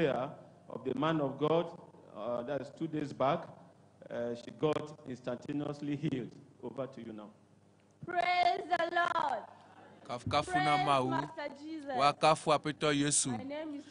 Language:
Ewe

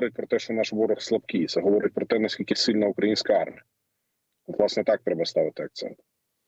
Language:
Ukrainian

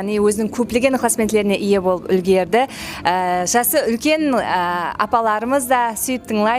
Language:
Kara-Kalpak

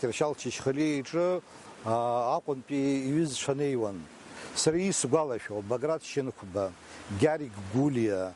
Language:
Abkhazian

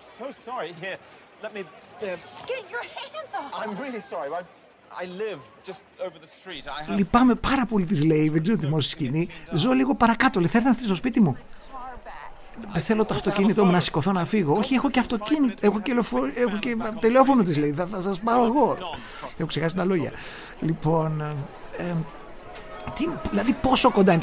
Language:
Greek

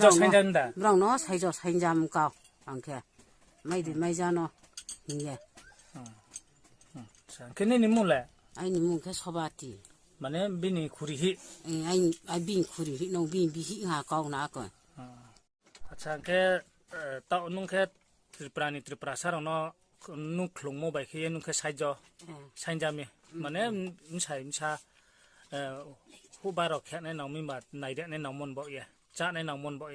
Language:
Riang (India)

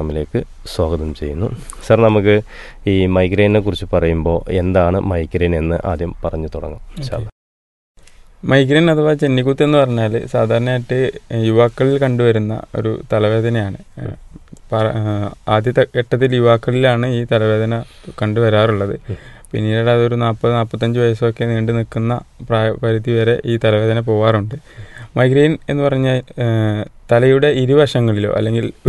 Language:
Malayalam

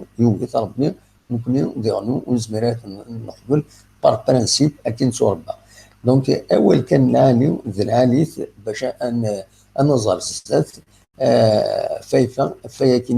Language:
Kabyle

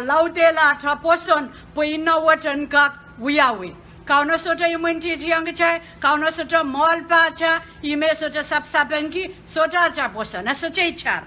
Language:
Pohnpeian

